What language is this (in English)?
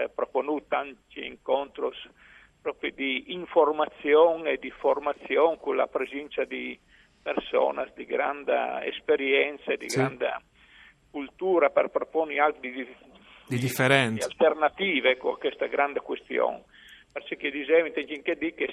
Friulian